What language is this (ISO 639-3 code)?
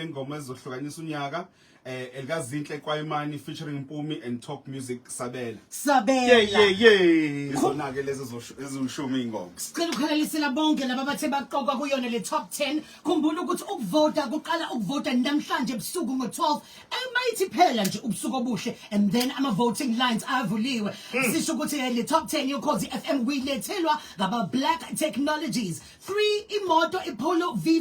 zul